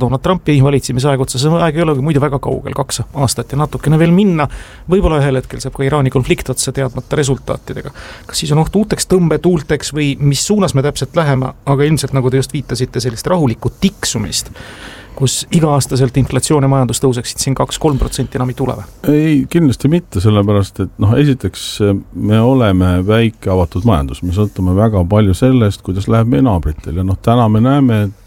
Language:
Estonian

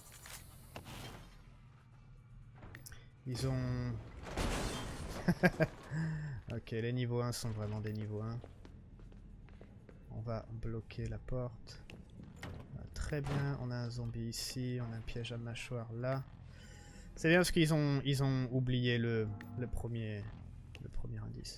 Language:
French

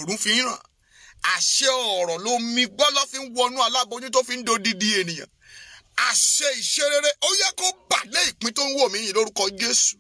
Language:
Yoruba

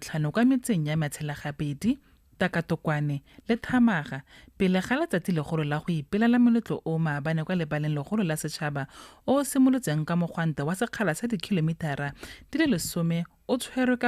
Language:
Tswana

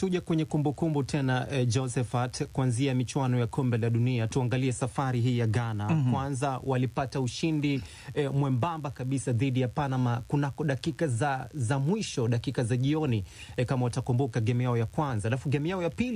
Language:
Swahili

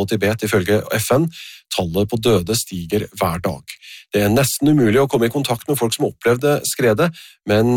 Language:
Norwegian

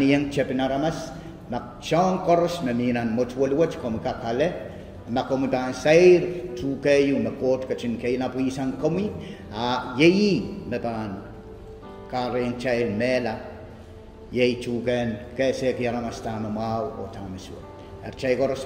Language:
Pohnpeian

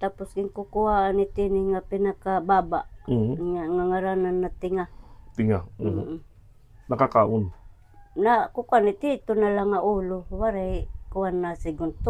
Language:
Waray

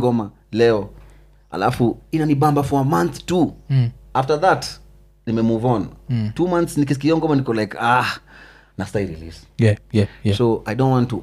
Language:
Swahili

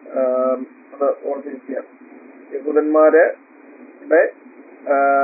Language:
Malayalam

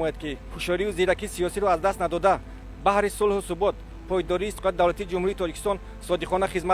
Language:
Tajik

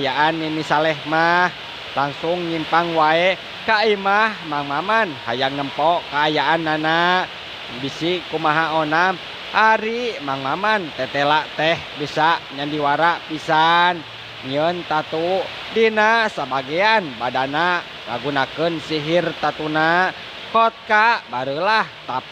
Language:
Sundanese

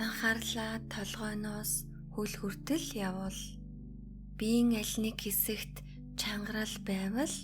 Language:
Mongolian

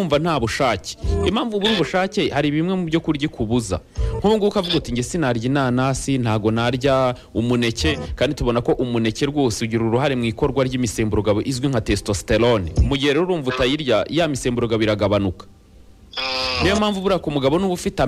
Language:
Kinyarwanda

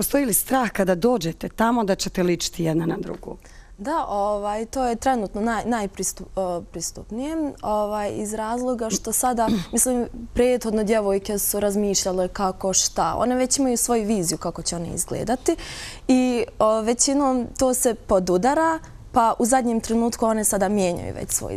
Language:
Bosnian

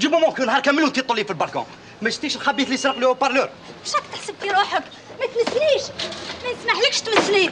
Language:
Algerian Arabic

